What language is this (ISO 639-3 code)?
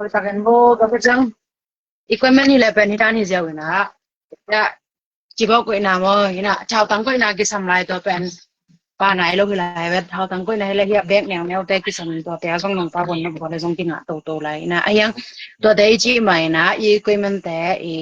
ctd